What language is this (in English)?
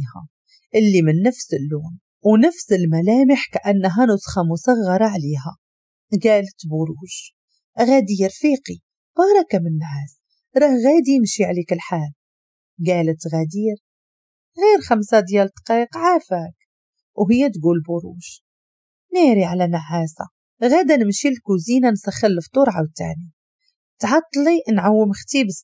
Moroccan Arabic